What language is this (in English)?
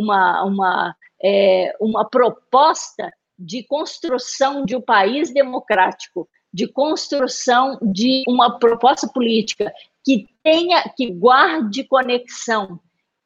Portuguese